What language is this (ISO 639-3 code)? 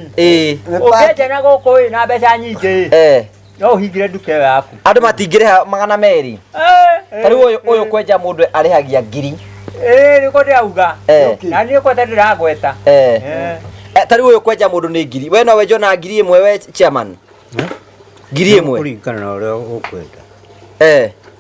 kik